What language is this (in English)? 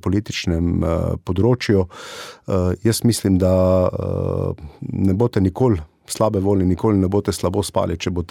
Slovenian